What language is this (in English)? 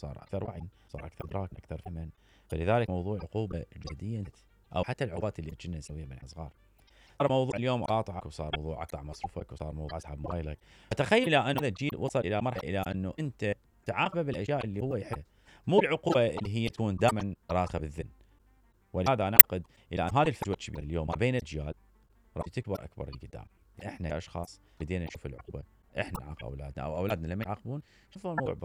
Mesopotamian Arabic